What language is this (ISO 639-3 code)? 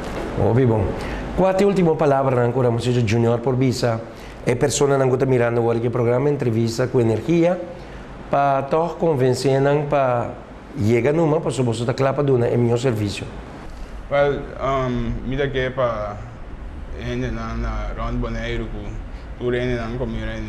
pap